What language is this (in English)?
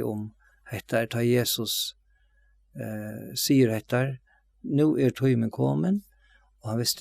Faroese